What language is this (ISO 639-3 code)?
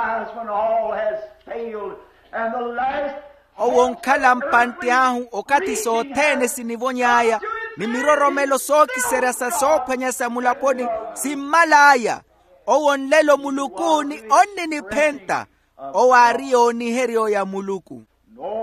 vmw